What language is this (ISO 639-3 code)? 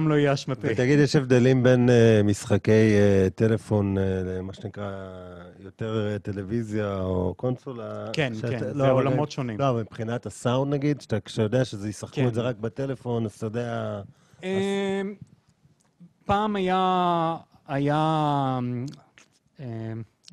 heb